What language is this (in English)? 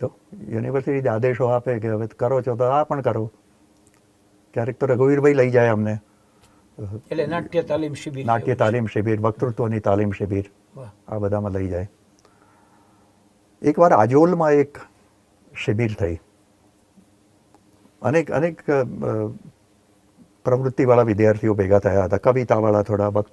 Gujarati